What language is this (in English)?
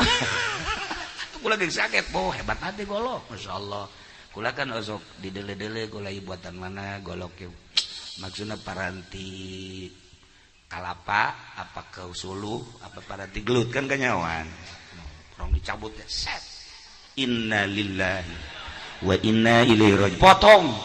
Sundanese